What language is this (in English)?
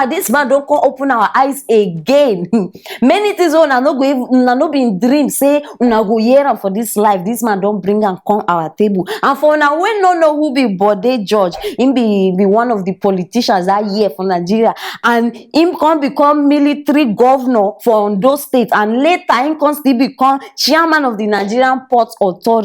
Nigerian Pidgin